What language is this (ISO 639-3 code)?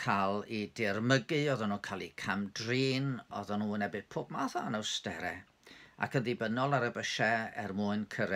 cym